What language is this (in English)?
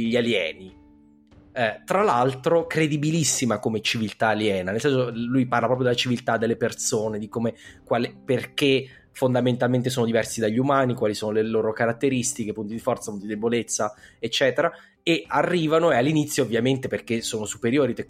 Italian